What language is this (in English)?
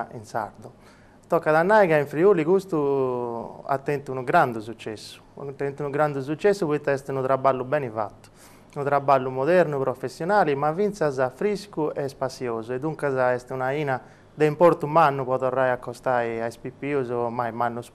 Sardinian